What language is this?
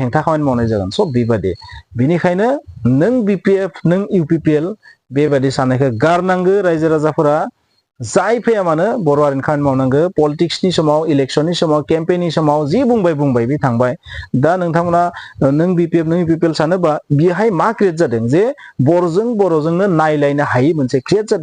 Bodo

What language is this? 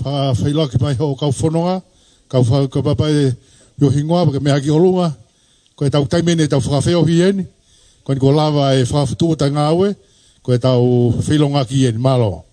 Tongan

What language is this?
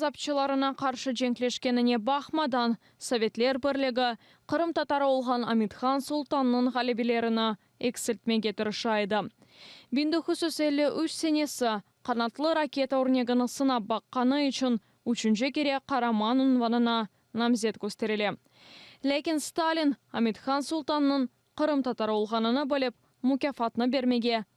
Crimean Tatar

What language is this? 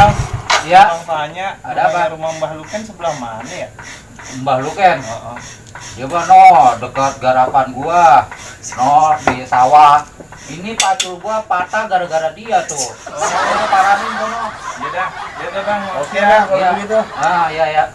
Betawi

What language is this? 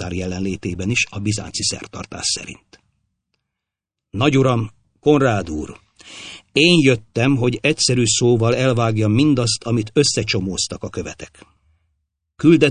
Hungarian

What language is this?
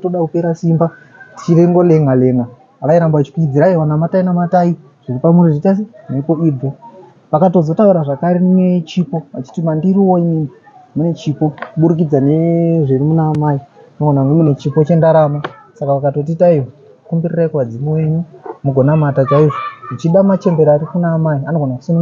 Shona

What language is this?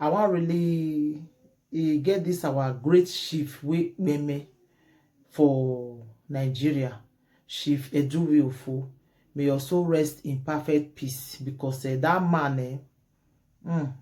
Nigerian Pidgin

